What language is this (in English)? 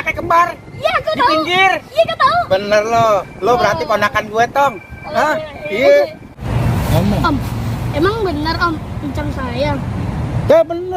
Betawi